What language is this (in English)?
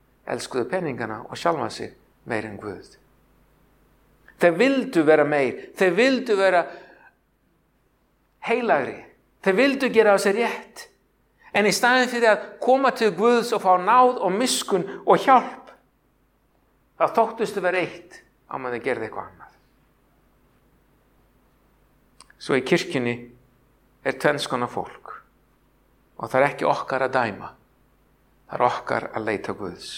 Icelandic